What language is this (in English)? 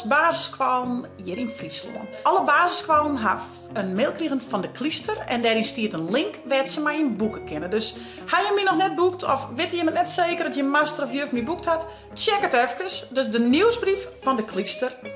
Western Frisian